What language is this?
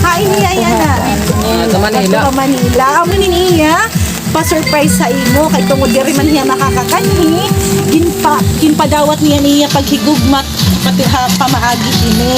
Waray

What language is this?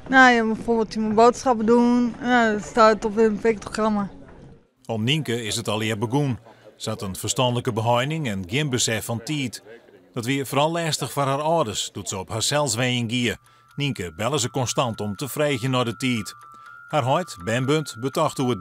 Western Frisian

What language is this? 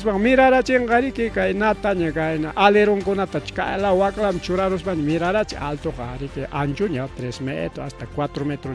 Ayacucho Quechua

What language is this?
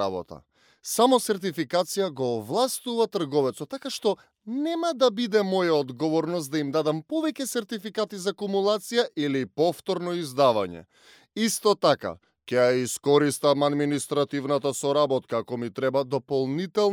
Macedonian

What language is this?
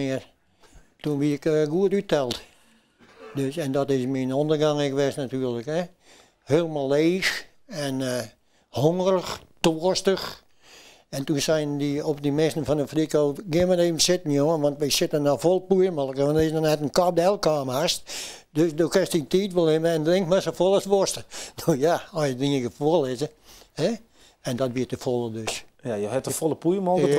Western Frisian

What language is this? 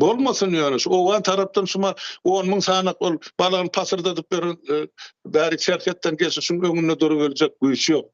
Turkmen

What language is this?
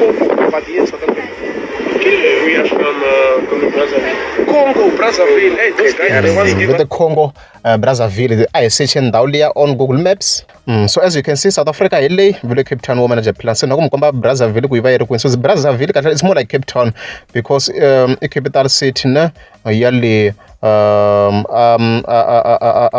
Tsonga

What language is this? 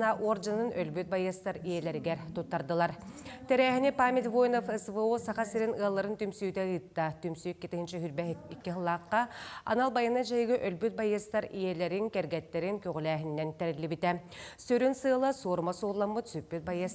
Yakut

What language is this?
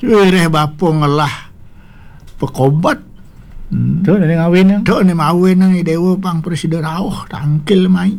Balinese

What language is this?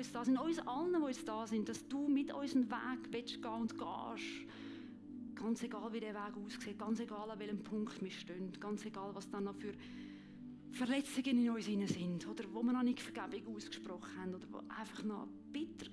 Swiss German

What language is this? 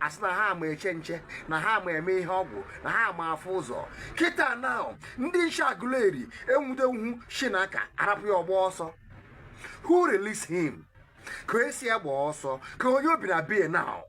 Igbo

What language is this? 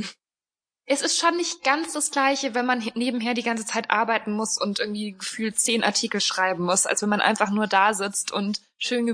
German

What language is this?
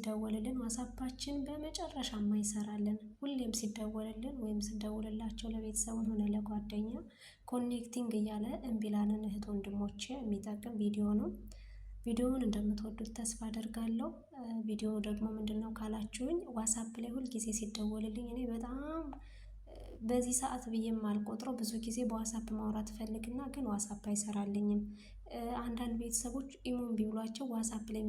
Amharic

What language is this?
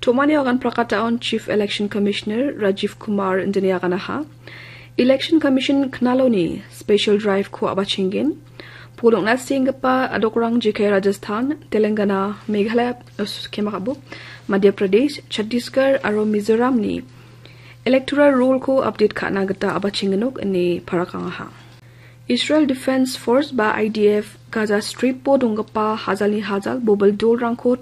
Garo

